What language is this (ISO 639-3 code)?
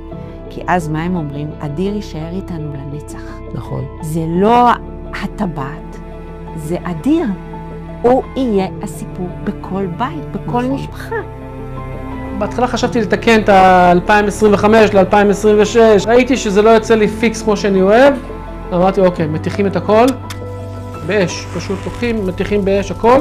heb